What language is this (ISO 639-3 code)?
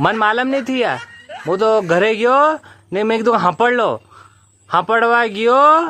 raj